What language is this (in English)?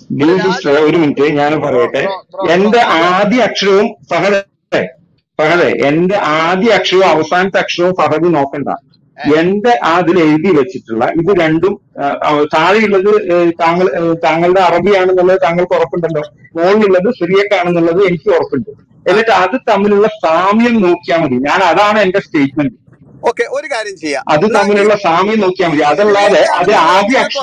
Malayalam